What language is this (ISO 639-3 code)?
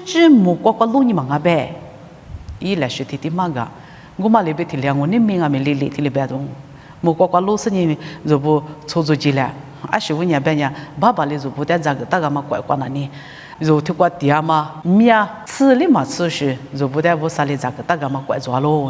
lis